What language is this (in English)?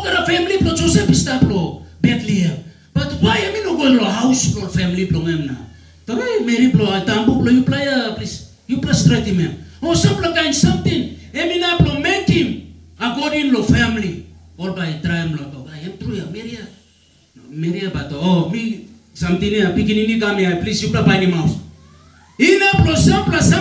Tok Pisin